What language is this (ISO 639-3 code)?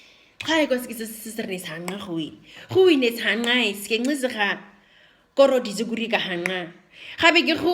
naq